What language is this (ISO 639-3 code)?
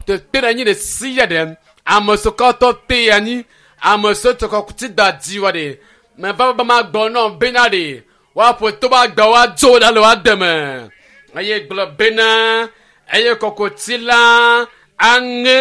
ewe